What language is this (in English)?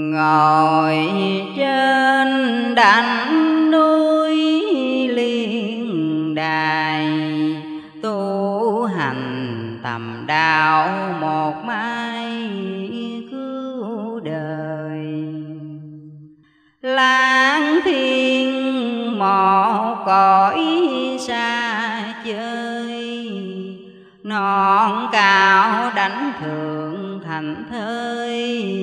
Vietnamese